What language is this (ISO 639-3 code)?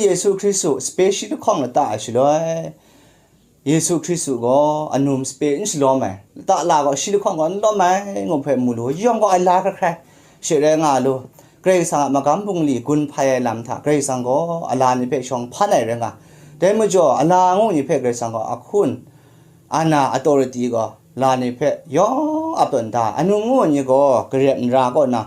kac